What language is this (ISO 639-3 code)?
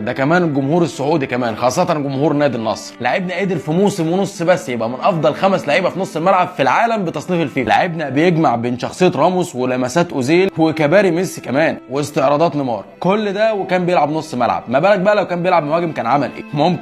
arz